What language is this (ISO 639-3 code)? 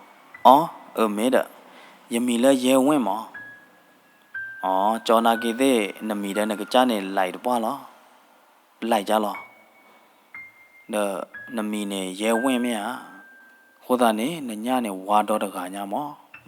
ksw